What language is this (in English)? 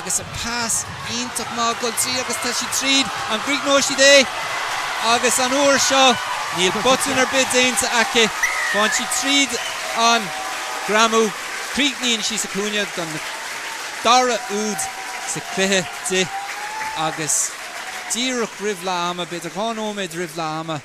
Irish